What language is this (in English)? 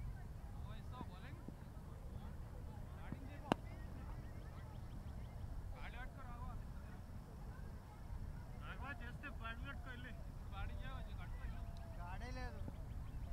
Telugu